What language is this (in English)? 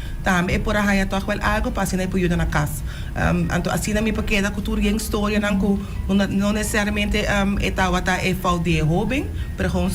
Papiamento